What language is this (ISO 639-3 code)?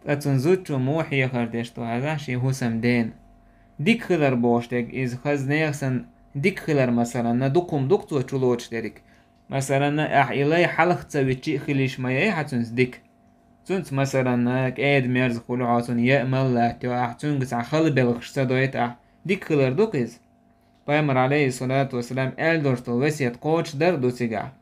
che